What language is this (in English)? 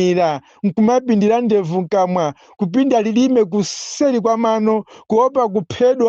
Nyanja